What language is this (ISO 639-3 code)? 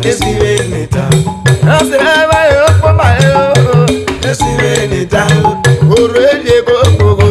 urh